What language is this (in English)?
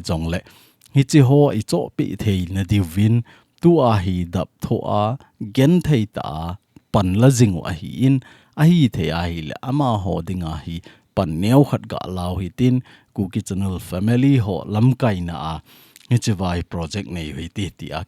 Thado Chin